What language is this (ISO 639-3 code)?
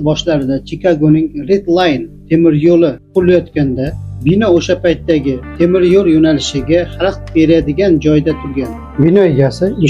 uzb